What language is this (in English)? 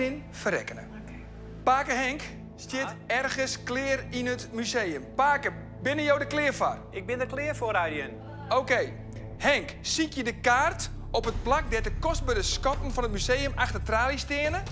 Western Frisian